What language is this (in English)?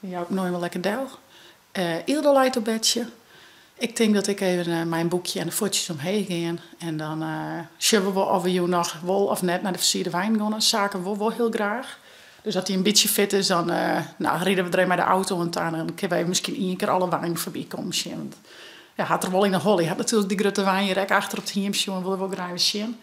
Western Frisian